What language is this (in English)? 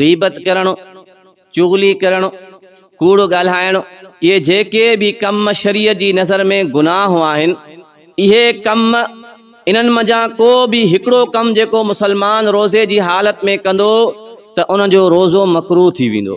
Sindhi